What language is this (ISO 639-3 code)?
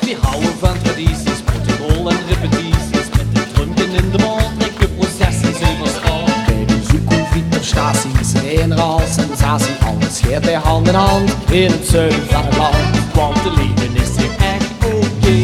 lim